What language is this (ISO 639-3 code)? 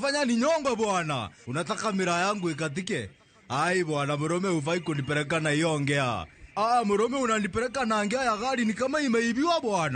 luo